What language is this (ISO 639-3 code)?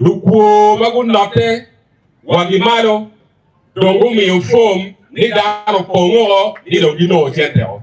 ach